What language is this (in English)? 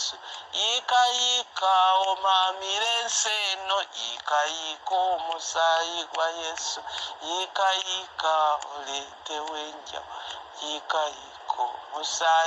Ganda